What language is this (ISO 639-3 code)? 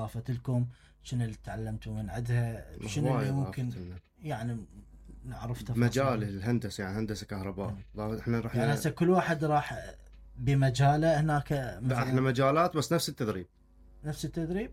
acm